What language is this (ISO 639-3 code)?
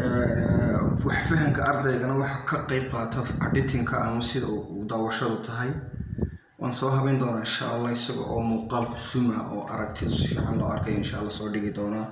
som